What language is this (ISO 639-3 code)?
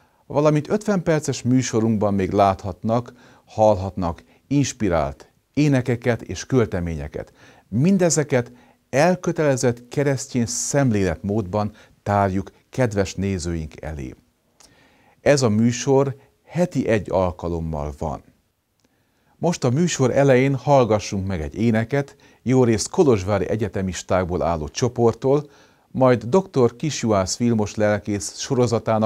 hun